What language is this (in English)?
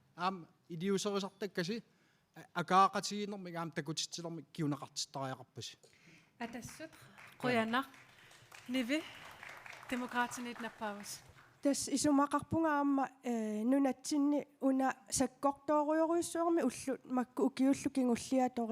Kalaallisut